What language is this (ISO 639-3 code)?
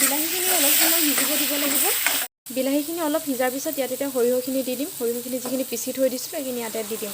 asm